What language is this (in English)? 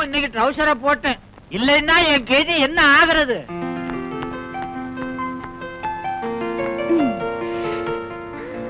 Tamil